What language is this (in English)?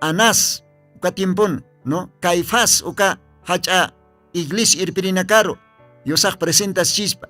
Aymara